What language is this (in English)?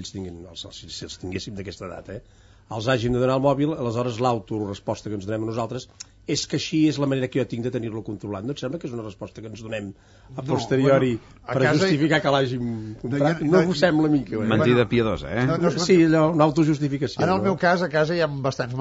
Catalan